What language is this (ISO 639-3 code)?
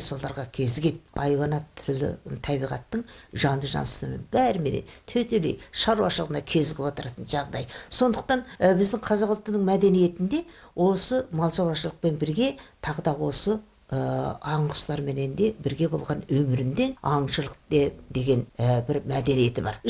kaz